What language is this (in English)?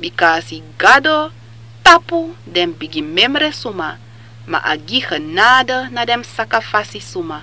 Sranan Tongo